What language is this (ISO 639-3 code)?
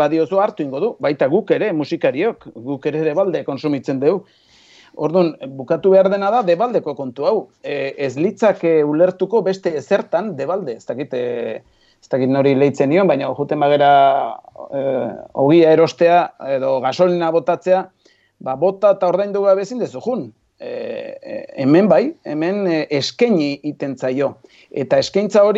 eus